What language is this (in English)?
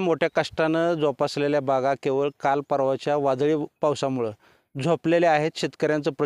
Marathi